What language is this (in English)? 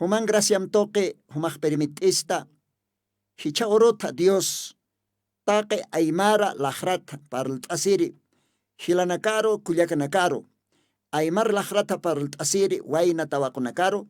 Aymara